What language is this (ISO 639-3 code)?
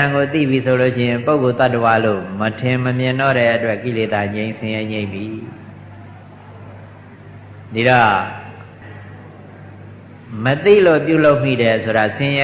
mya